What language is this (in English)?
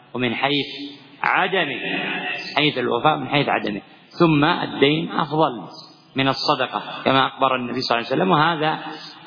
Arabic